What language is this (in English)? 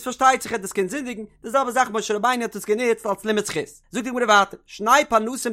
Yiddish